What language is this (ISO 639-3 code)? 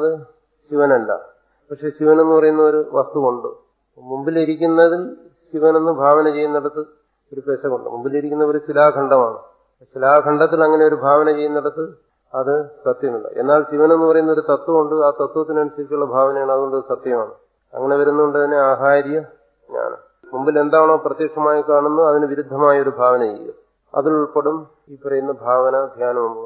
mal